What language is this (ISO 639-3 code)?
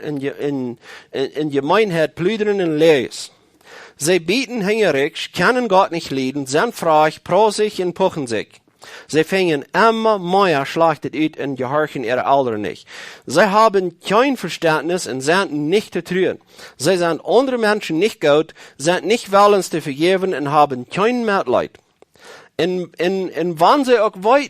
pdt